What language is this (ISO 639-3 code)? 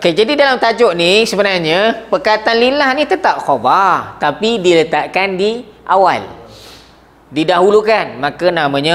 msa